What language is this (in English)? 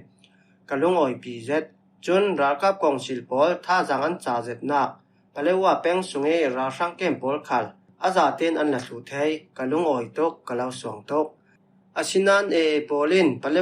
Falam Chin